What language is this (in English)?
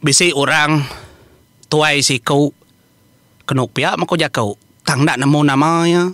Iban